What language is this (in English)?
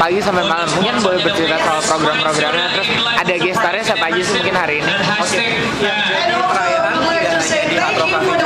Indonesian